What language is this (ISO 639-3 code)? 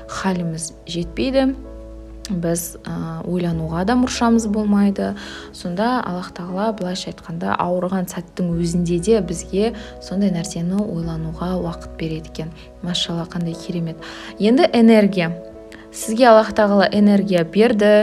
kaz